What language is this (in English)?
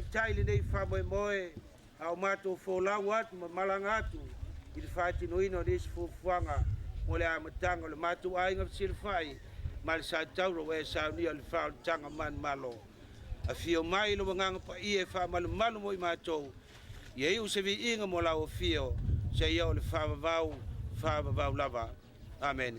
Samoan